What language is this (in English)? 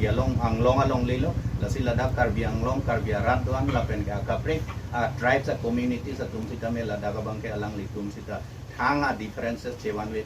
Karbi